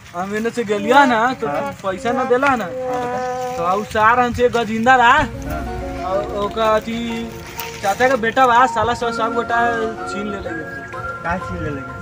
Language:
Bhojpuri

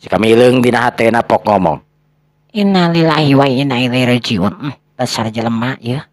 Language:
Sundanese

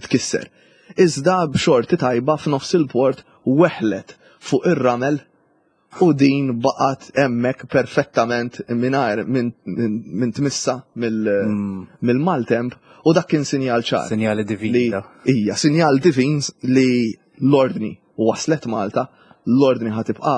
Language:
Maltese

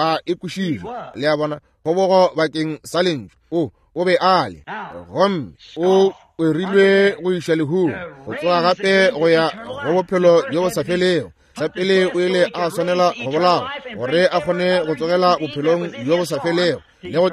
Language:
Northern Sotho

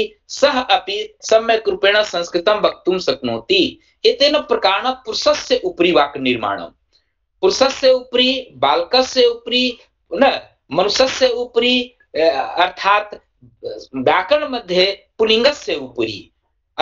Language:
Sanskrit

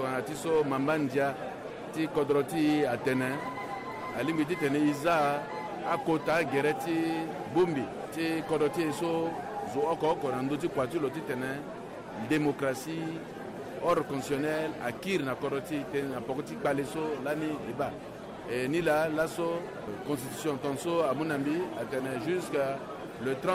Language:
Sango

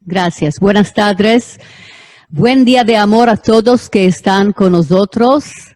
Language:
Ladino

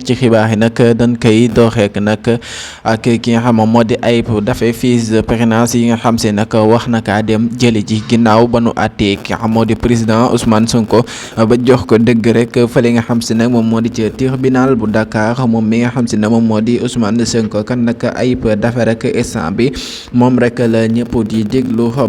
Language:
Wolof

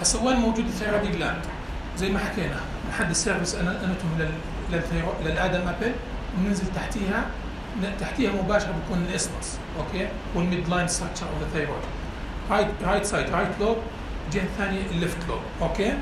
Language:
North Levantine Arabic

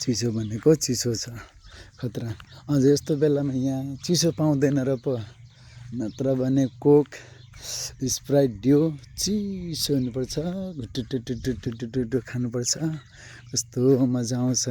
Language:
Nepali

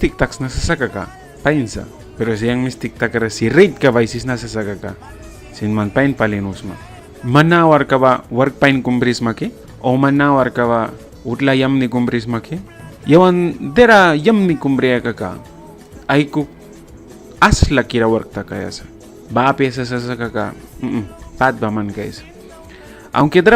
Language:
Mískito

